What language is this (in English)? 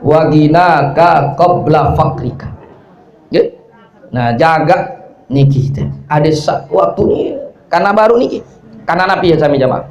Sasak